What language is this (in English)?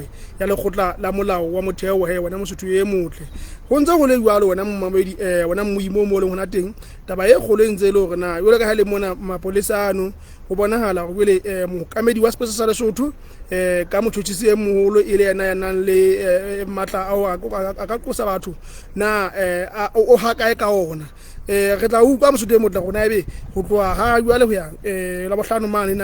Southern Sotho